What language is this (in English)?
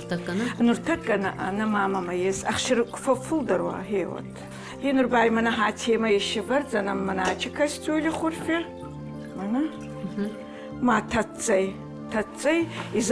Ossetic